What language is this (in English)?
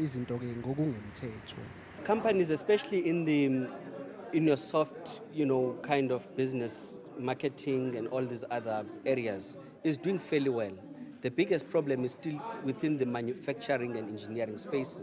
Zulu